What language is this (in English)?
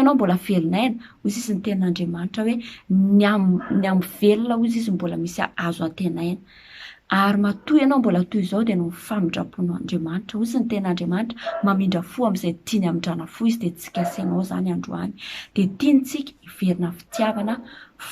Malagasy